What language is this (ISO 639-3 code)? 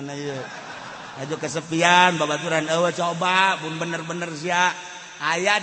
sun